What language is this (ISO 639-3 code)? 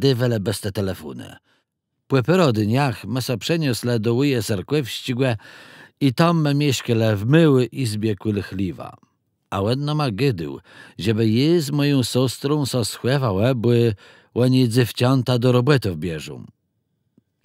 csb